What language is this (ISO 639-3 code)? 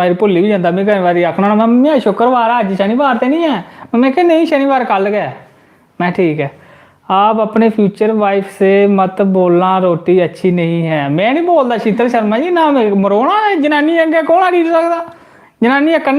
doi